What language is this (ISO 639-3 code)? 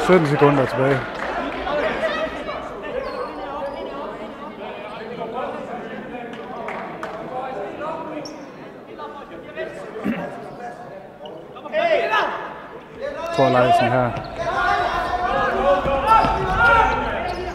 dan